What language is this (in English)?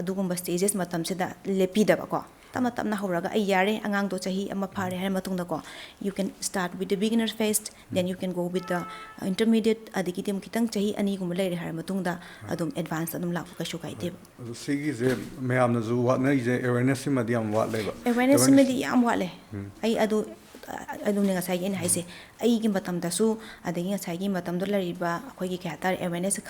Manipuri